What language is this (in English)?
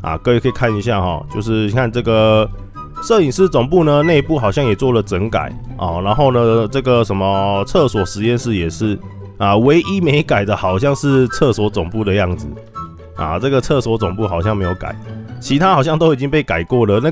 Chinese